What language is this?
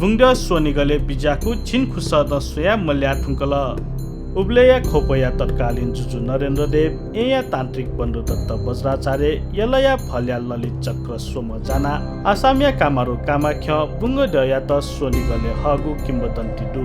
Newari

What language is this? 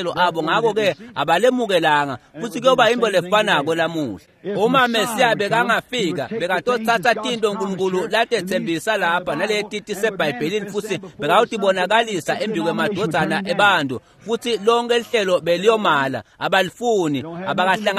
Swati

